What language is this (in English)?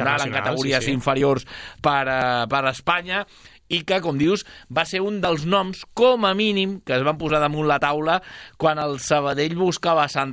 Catalan